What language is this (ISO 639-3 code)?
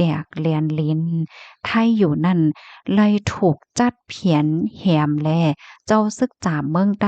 shn